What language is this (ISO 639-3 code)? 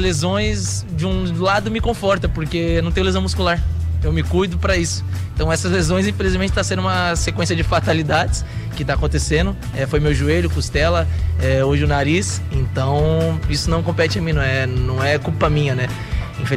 por